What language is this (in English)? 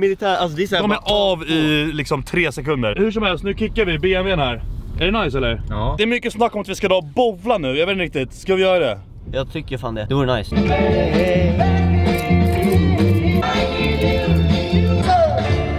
Swedish